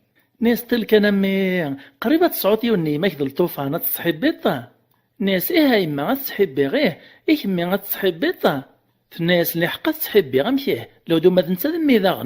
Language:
Kabyle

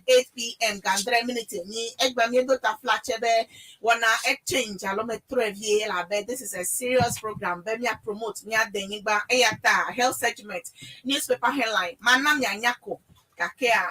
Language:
Ewe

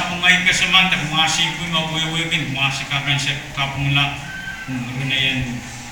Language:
Pohnpeian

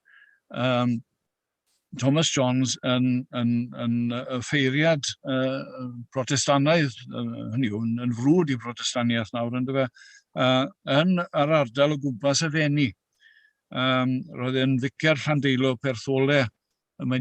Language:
Welsh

